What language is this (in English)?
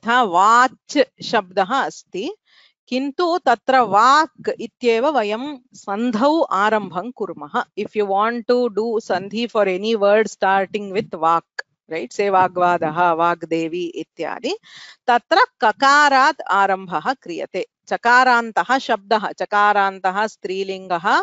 Sanskrit